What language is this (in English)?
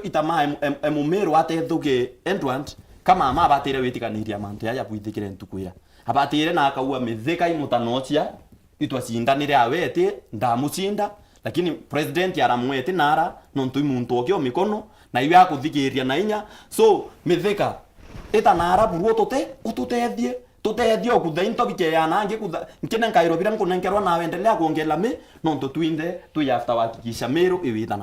Meru